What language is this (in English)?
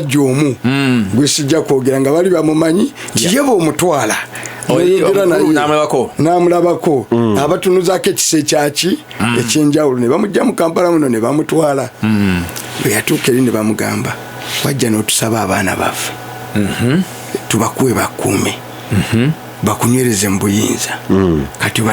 Ganda